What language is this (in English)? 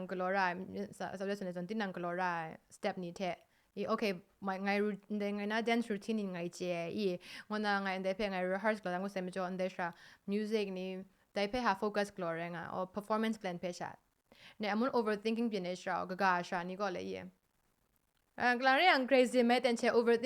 Kachin